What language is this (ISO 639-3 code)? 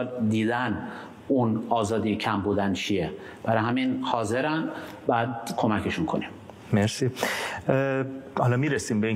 fas